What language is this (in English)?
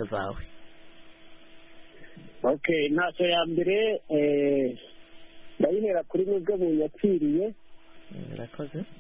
Kinyarwanda